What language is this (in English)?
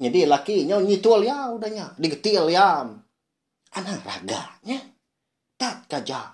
Iban